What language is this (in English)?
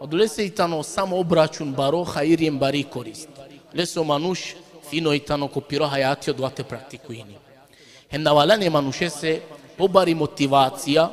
Balkan Romani